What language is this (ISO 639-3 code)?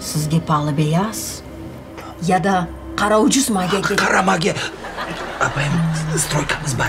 crh